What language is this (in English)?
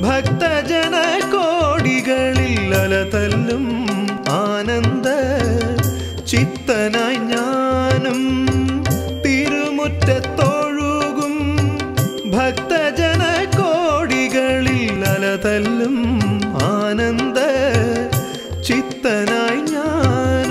Malayalam